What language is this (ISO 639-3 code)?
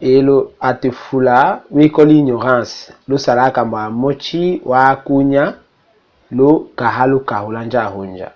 tll